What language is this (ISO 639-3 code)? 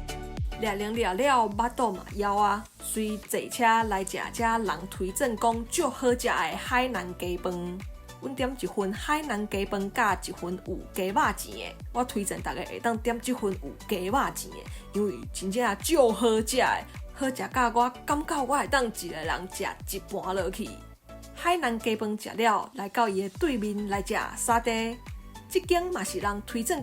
nan